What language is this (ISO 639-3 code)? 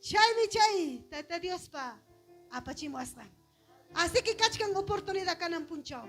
quy